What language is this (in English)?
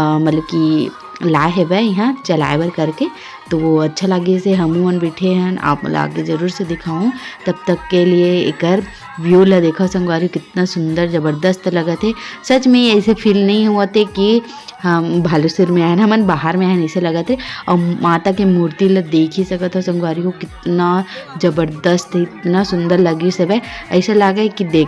Chhattisgarhi